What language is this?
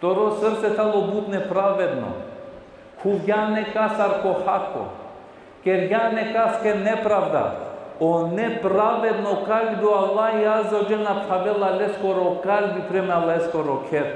Balkan Romani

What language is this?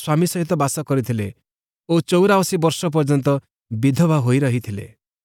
Odia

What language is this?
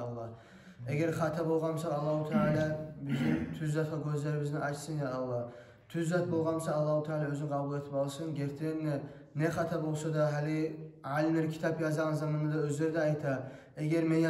Kumyk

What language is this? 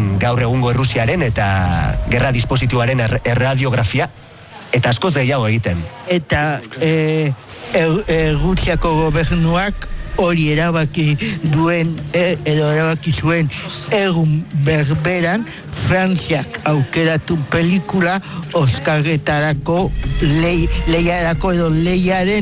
Basque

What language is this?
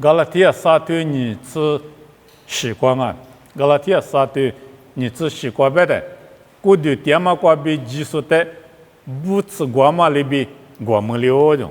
Lisu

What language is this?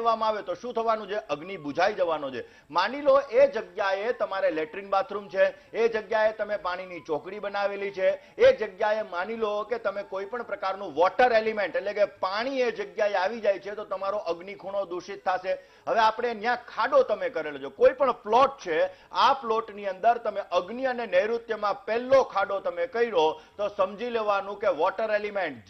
Gujarati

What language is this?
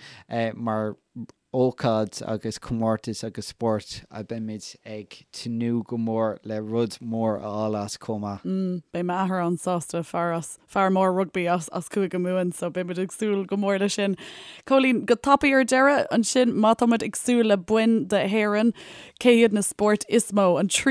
Irish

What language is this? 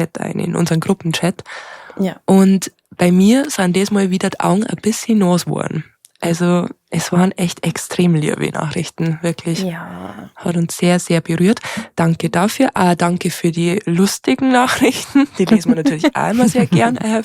Bavarian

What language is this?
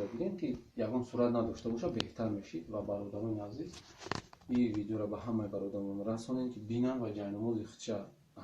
Tajik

